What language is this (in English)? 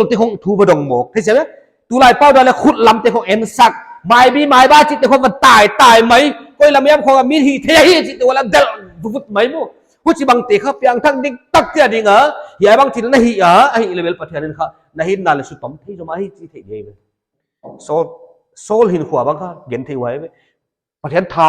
Paite Chin